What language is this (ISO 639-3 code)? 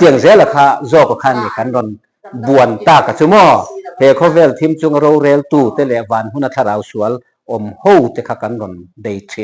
lus